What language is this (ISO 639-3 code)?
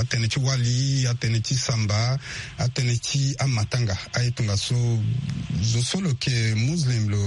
sag